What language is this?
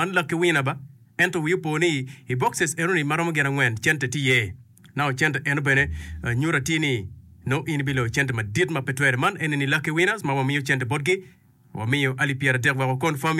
Acoli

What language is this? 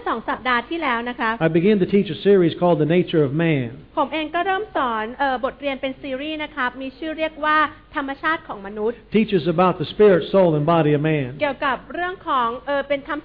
Thai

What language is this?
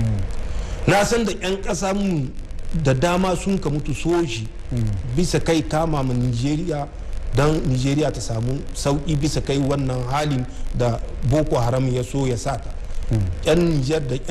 Hausa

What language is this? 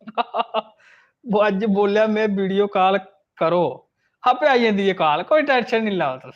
Dogri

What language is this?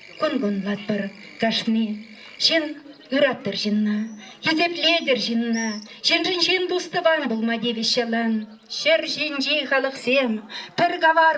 Chuvash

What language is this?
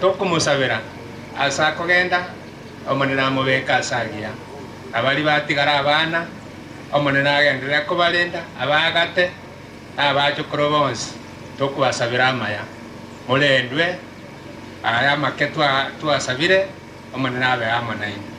Gusii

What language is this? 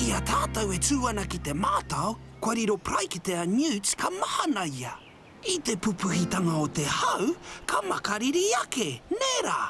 Māori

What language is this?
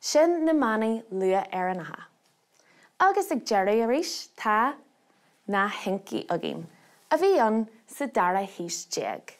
Irish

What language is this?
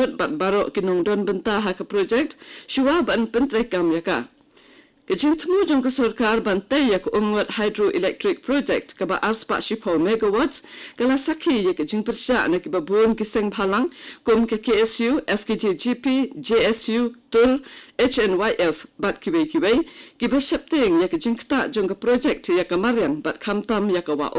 Khasi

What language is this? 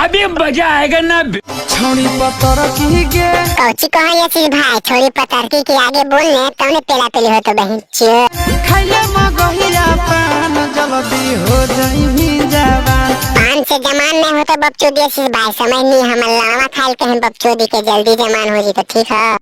Magahi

